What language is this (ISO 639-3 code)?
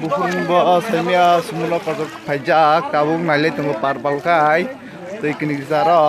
trp